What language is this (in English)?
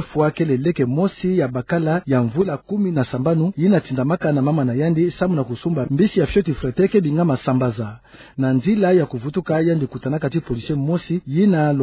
Kituba (Democratic Republic of Congo)